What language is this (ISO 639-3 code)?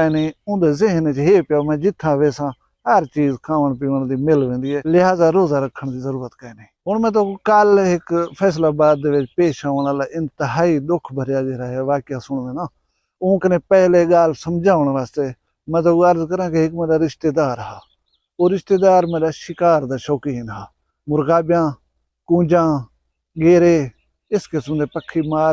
skr